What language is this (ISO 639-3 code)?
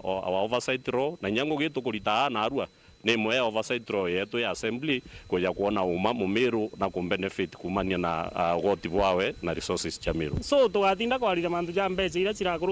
mer